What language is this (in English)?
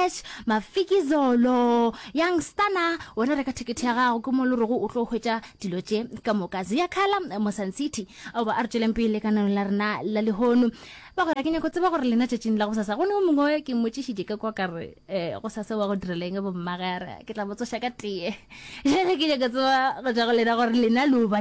Northern Sotho